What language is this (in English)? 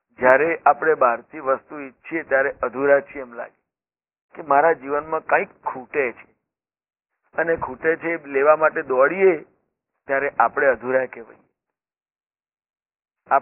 Gujarati